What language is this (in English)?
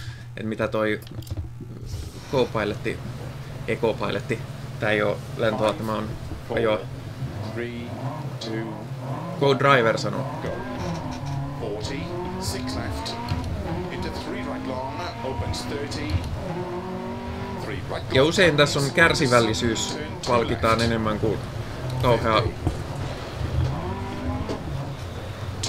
Finnish